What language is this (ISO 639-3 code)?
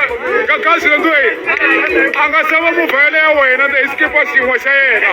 tso